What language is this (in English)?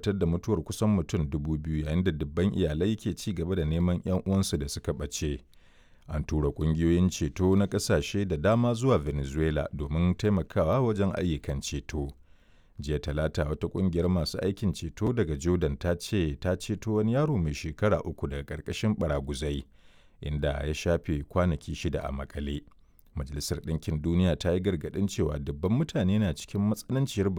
Hausa